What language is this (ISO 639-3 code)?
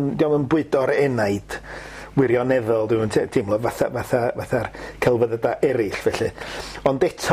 cym